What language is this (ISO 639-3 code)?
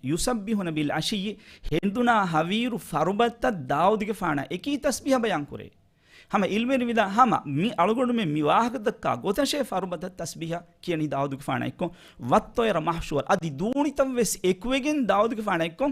div